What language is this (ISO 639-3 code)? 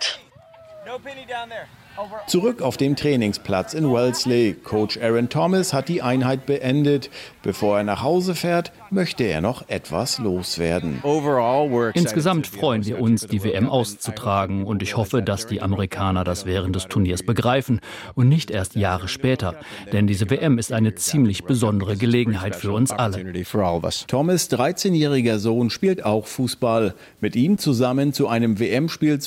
deu